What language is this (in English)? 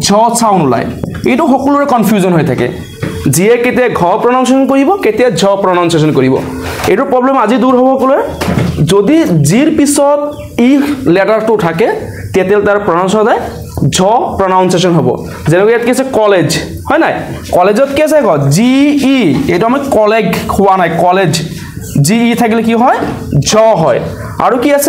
Assamese